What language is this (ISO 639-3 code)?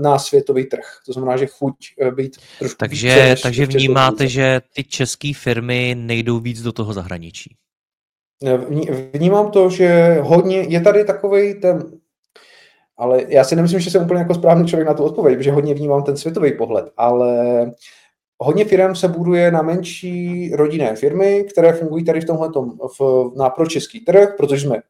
ces